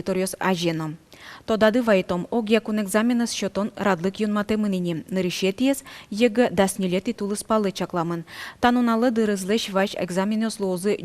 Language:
Udmurt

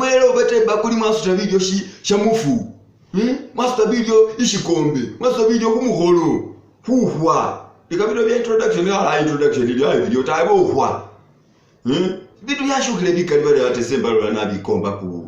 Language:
Masaaba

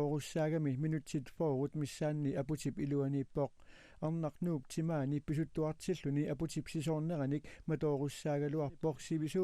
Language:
Kalaallisut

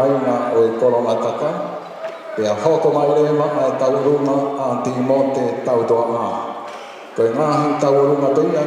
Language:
Tongan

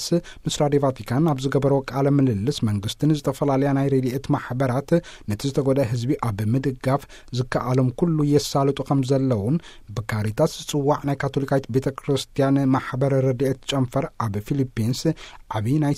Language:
Tigrinya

